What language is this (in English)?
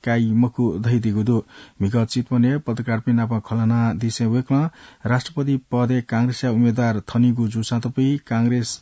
Newari